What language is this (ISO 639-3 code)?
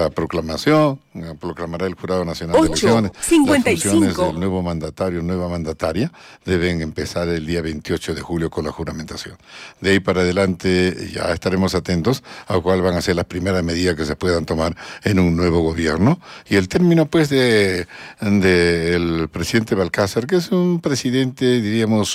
spa